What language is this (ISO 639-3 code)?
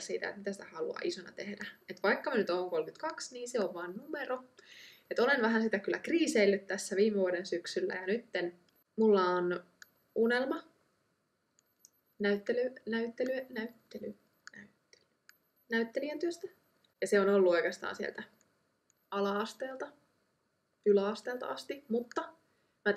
fin